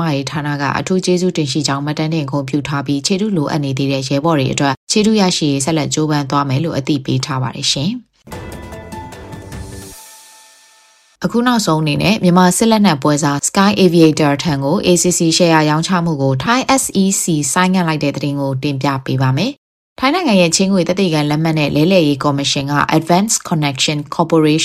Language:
Burmese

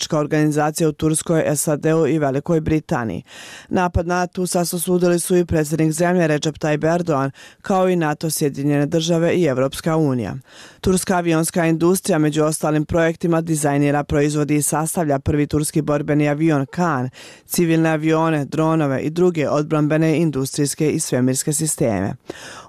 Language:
Bosnian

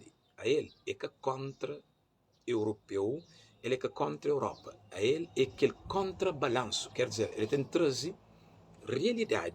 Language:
Kabuverdianu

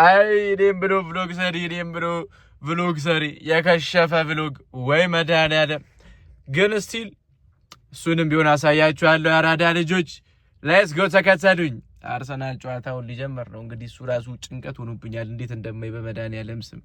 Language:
Amharic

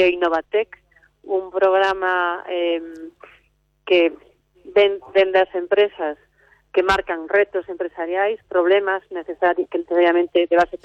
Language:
Galician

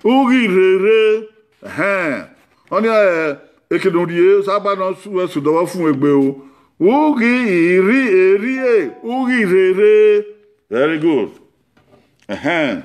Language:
Bini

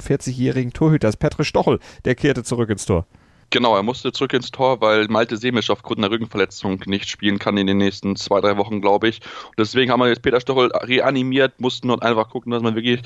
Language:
German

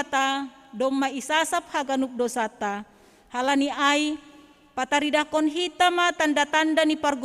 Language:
Batak Simalungun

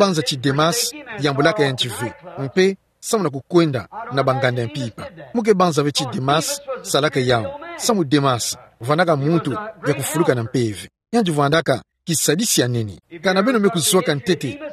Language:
Kituba (Democratic Republic of Congo)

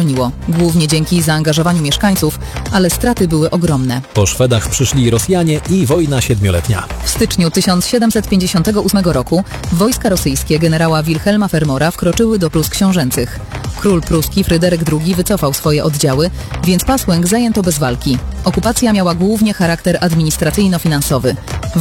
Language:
Polish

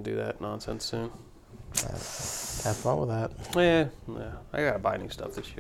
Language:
English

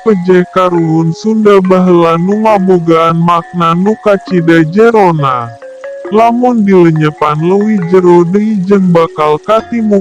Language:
Sundanese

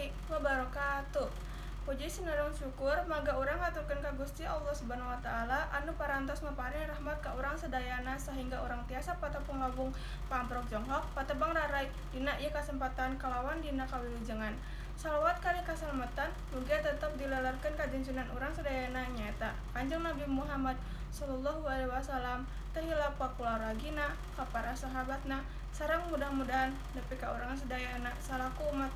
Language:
Sundanese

